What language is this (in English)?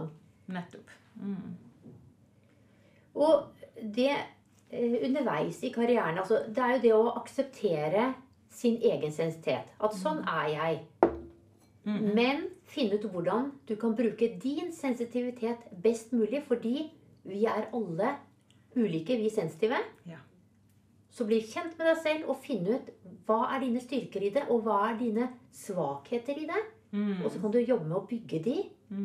Norwegian